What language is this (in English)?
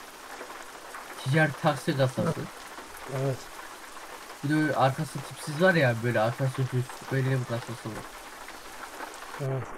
Turkish